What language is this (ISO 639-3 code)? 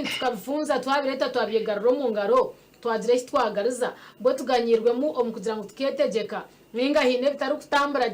nyn